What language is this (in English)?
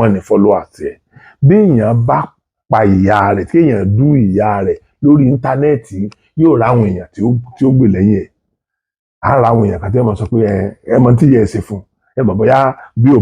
Yoruba